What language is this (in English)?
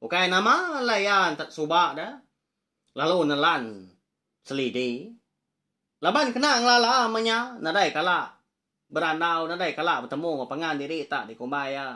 Iban